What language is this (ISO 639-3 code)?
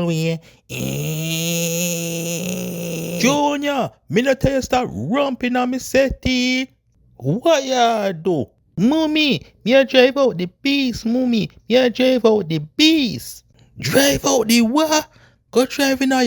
jam